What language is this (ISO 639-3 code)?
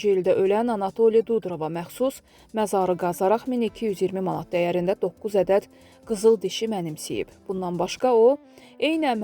aze